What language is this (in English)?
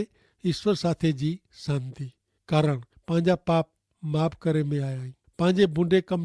Kachhi